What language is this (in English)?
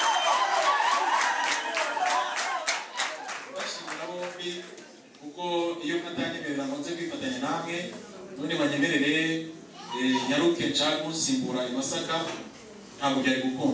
Kinyarwanda